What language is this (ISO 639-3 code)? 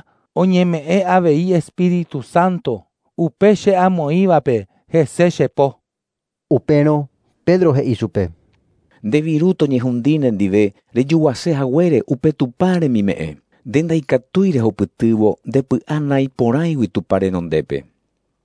grn